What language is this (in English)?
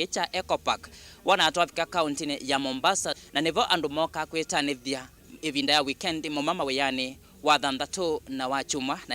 Kamba